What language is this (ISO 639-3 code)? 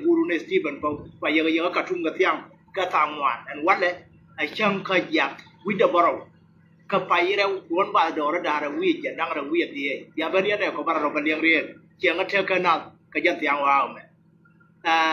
nus